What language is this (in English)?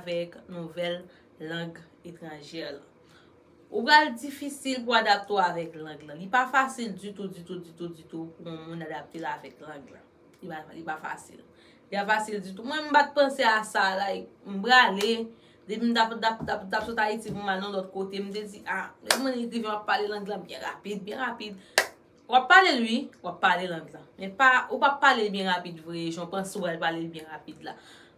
Haitian Creole